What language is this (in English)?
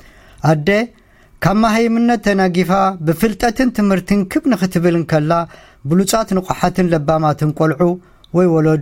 Tigrinya